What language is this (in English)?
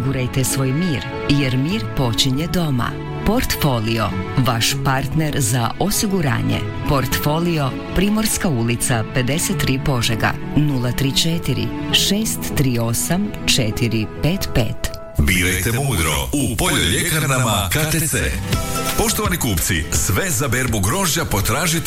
Croatian